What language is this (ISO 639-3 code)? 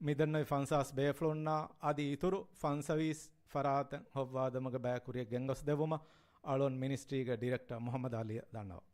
div